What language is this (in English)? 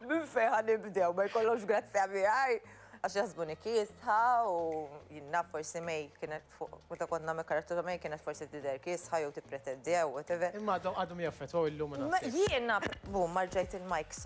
Maltese